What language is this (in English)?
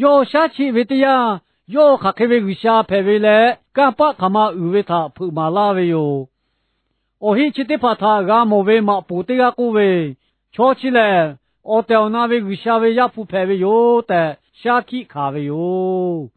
Lahu